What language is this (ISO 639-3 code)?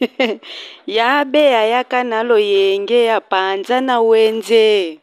lin